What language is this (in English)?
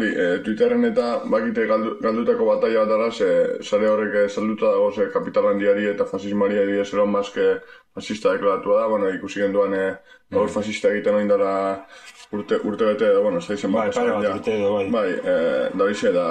Basque